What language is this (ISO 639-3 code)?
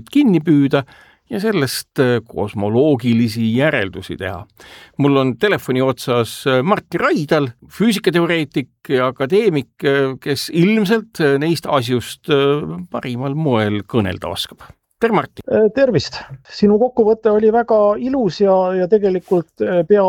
est